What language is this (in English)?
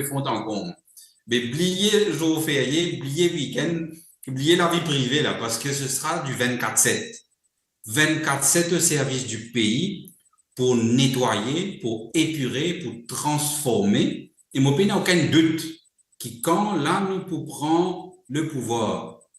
Morisyen